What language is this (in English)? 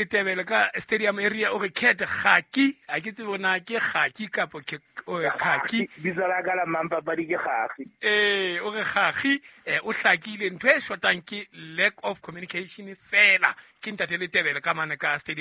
Southern Sotho